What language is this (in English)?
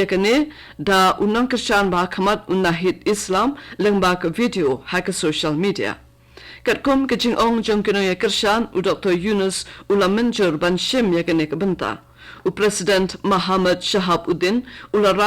Khasi